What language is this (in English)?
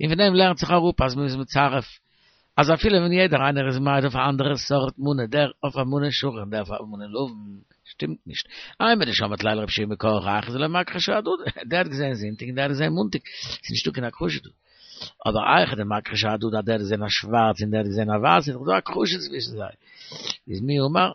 Yiddish